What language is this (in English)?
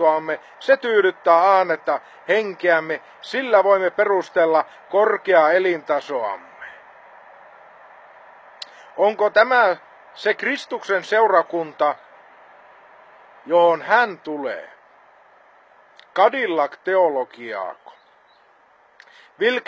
Finnish